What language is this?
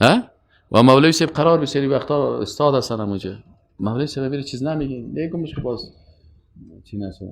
Persian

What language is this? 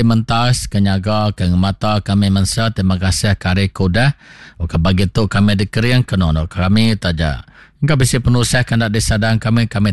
Iban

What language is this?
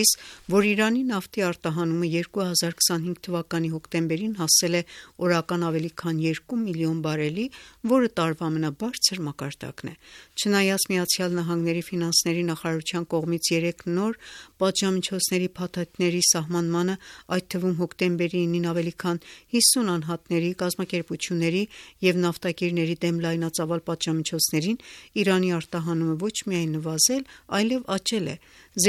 Armenian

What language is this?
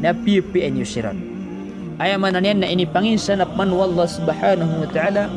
Maranao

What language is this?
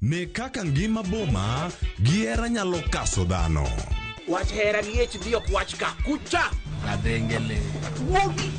Luo (Kenya and Tanzania)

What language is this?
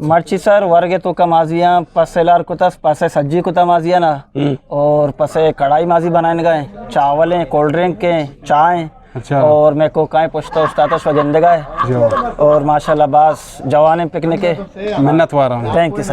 Eastern Balochi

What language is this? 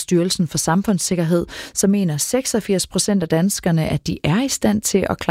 Danish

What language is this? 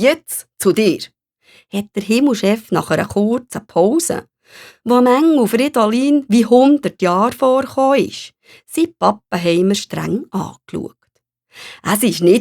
Swiss German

